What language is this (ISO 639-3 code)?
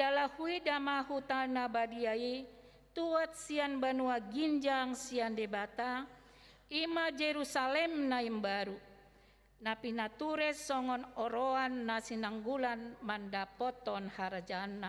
bbc